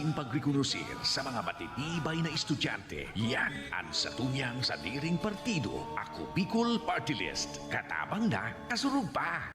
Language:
Bikol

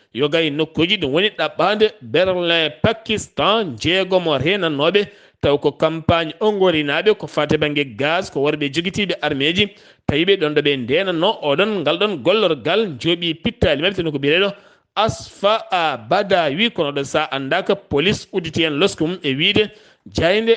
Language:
Fula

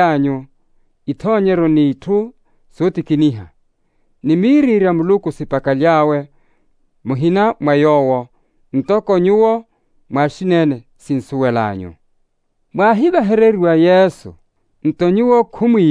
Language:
Makhuwa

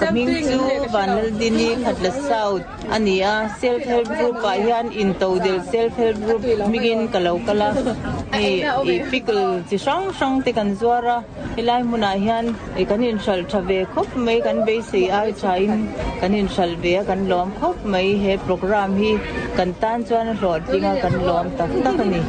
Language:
Mizo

